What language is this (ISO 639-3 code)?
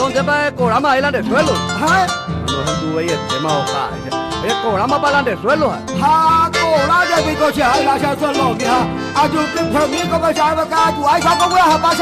grn